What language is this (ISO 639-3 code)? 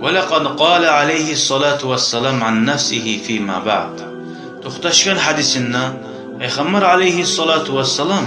kum